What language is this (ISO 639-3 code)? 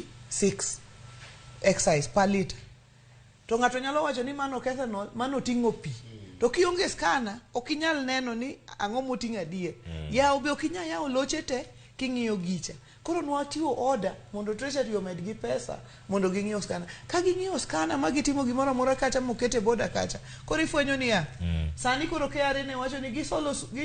luo